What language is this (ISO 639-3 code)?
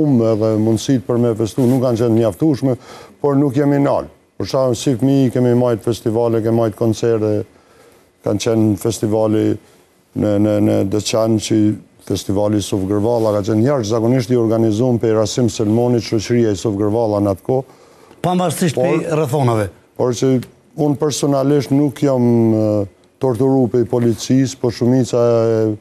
sqi